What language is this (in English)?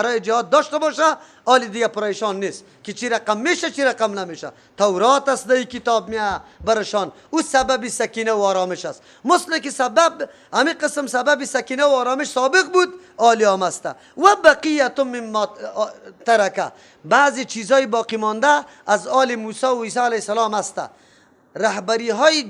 Persian